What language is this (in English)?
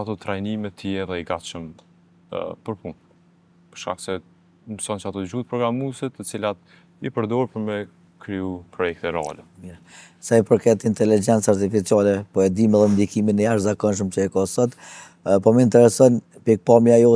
Albanian